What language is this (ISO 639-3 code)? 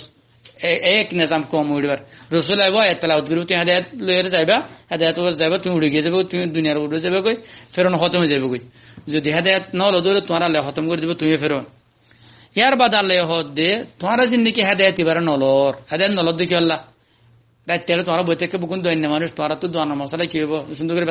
rhg